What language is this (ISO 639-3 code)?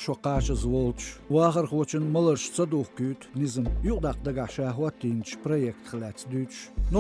che